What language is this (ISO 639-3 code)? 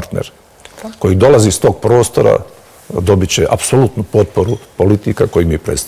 bos